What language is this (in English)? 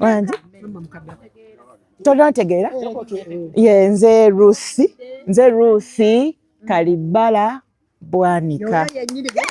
Ganda